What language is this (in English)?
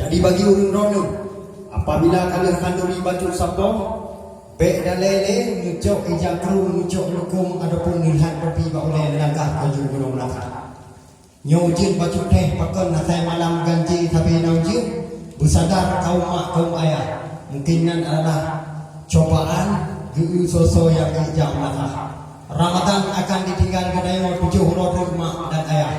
Achinese